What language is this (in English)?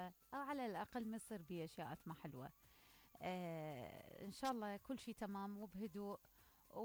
Mesopotamian Arabic